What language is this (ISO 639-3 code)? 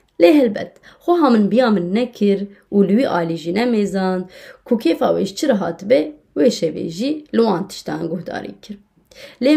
kur